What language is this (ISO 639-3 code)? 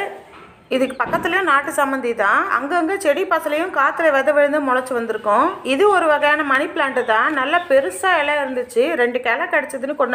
tam